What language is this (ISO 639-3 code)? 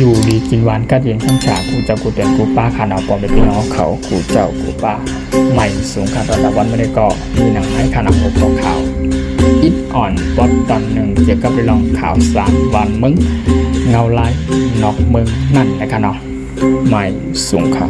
shn